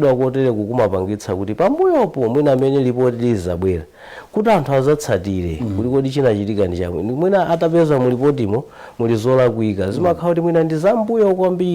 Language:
Nyanja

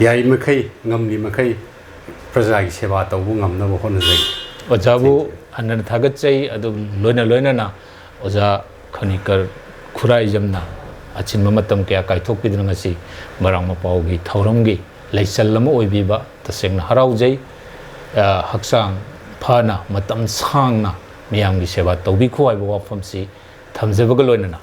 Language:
Manipuri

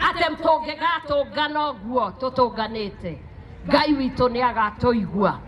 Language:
Kikuyu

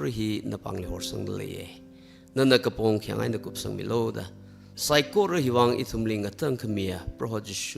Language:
Tangkhul Naga (India)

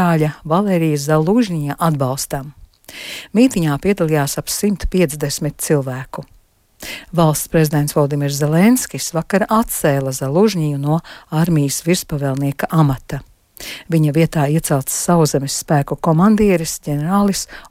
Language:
Latvian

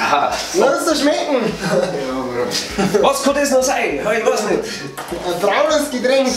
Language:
Bavarian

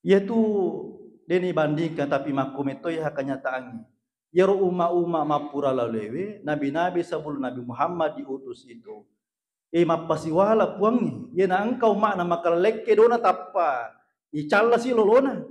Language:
Buginese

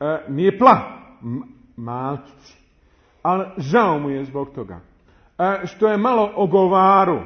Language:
Bosnian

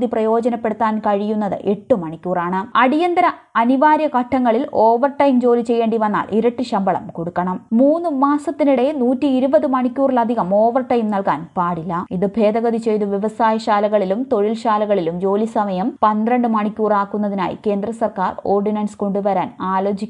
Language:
Malayalam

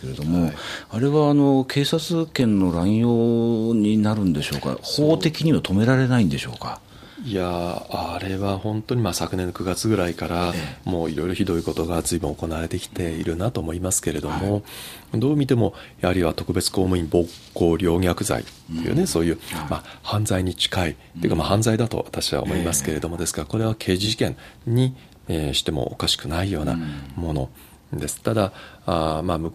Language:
Japanese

